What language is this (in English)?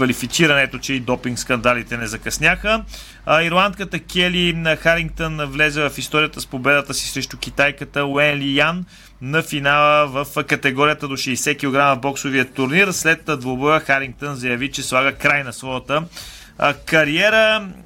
Bulgarian